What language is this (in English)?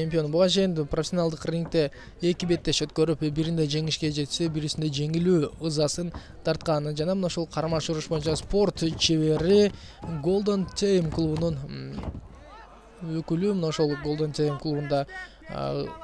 Kyrgyz